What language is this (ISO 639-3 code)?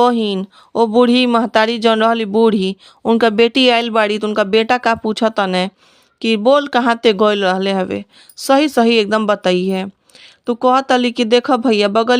bho